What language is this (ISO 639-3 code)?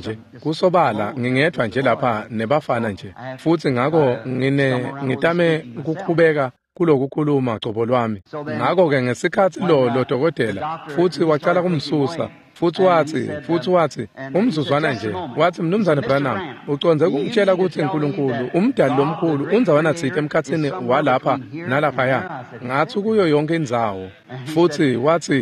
ssw